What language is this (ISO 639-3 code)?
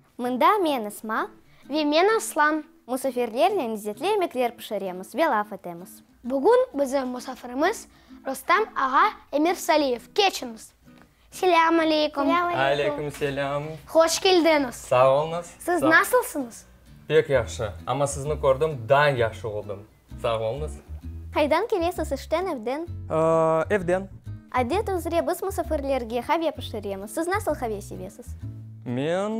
crh